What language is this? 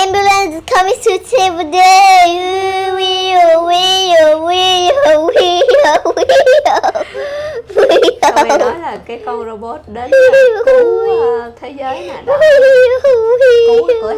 Vietnamese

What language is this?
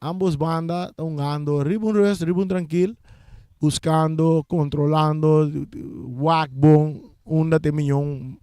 Papiamento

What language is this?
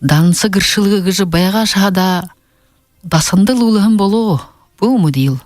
Buriat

